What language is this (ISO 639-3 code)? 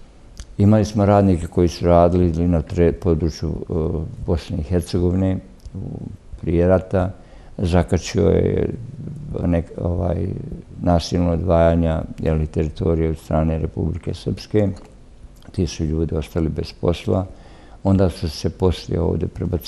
bos